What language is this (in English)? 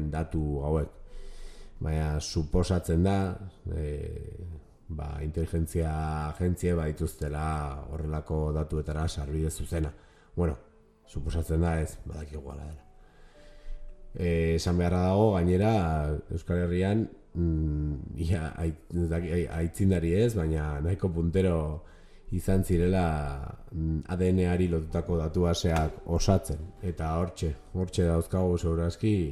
Basque